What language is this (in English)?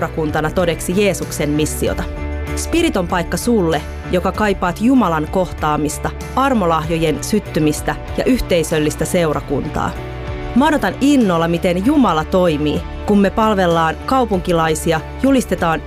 Finnish